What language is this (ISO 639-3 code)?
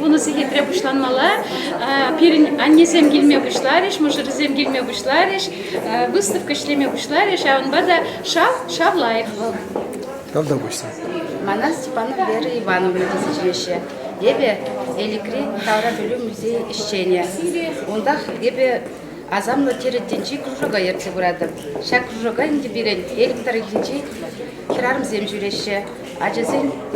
chv